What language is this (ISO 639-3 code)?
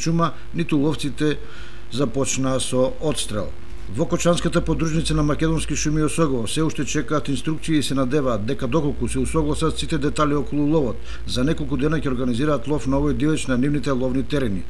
mkd